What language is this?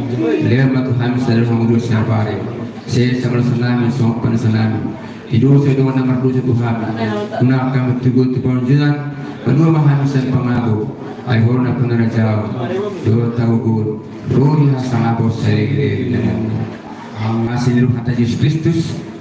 Batak Toba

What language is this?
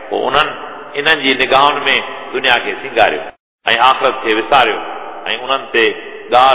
Sindhi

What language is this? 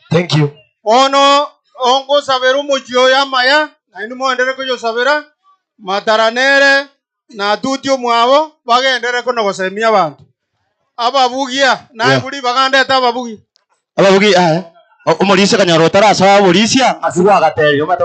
Gusii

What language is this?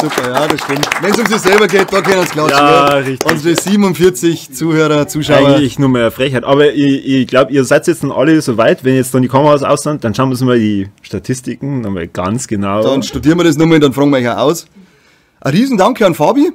Bavarian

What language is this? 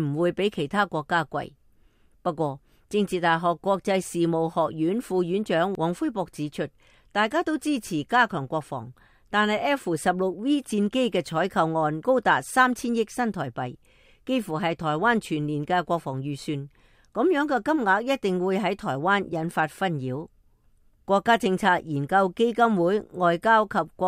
Cantonese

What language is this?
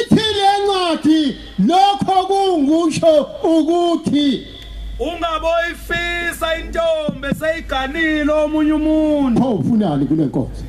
Zulu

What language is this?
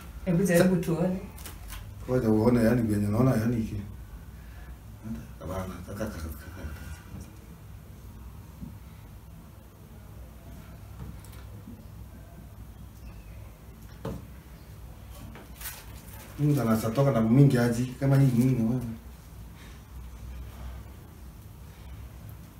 Swahili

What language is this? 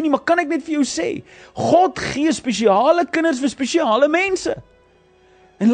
Afrikaans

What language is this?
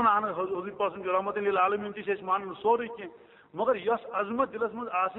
Kashmiri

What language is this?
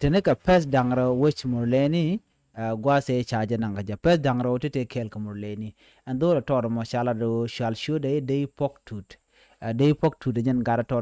Nuer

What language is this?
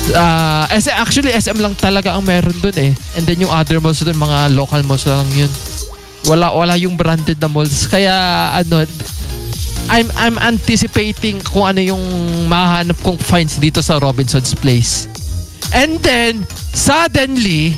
Filipino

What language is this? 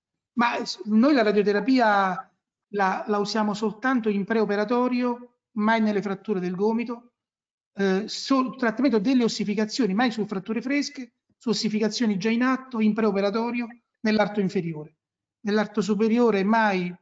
Italian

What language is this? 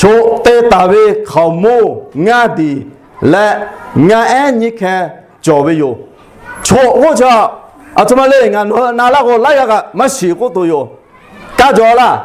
Lahu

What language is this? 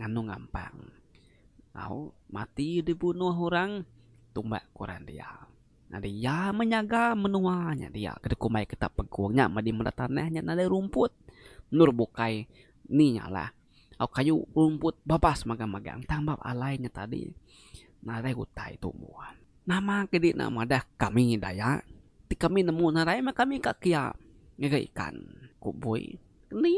Iban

